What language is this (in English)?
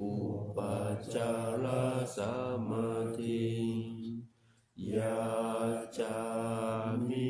Pali